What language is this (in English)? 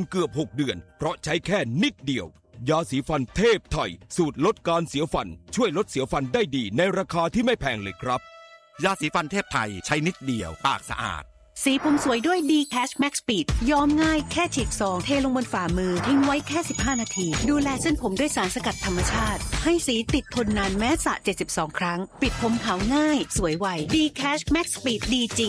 Thai